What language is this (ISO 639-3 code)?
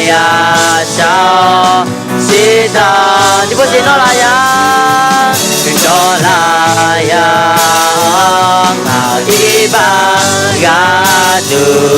ahk